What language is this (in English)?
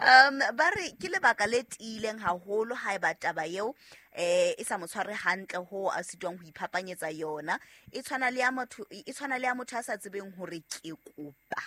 Southern Sotho